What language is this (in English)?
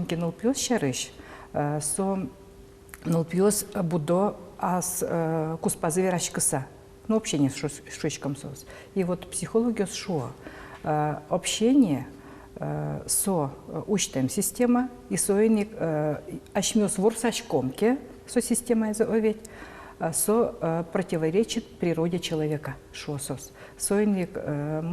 Udmurt